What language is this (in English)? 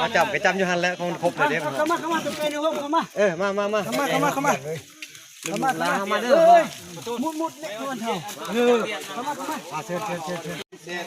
Lao